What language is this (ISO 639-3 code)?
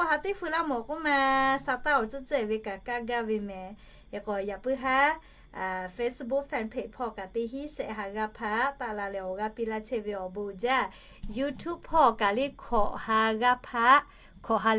lhu